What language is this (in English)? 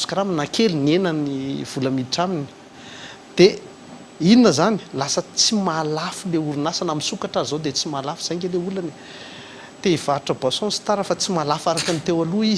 Malagasy